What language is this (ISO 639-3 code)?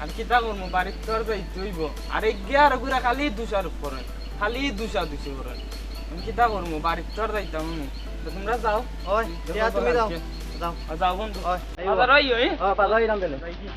syl